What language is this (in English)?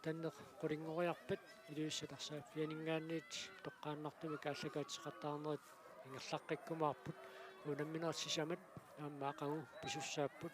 Kalaallisut